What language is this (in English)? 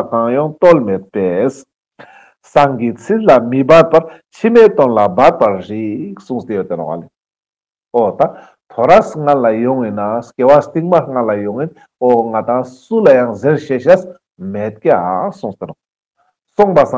Ladakhi